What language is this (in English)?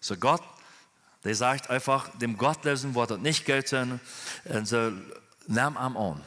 Plautdietsch